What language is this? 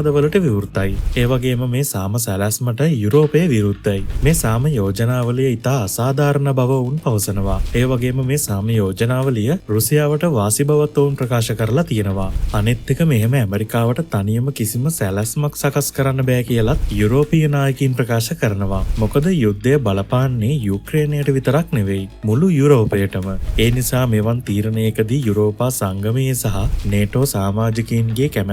Sinhala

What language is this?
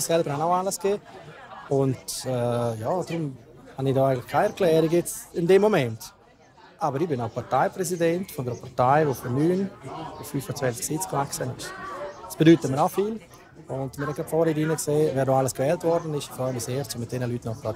Romansh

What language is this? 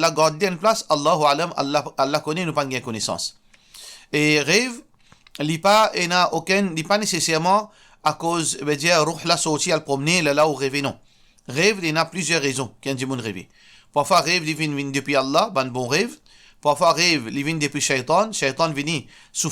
Morisyen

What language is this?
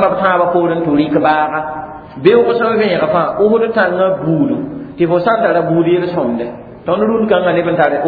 Mossi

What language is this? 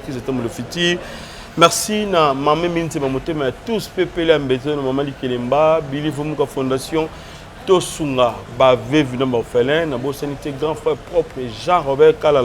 Lingala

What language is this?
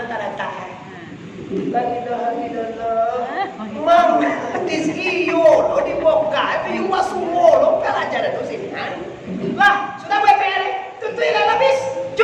Minangkabau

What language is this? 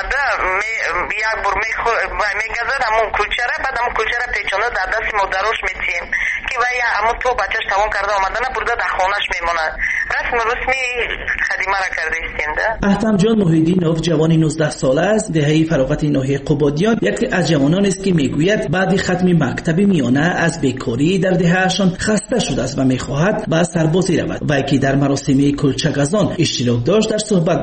Tajik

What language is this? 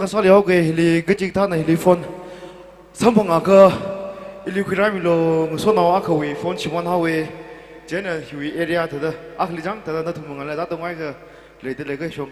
Tangkhul Naga (India)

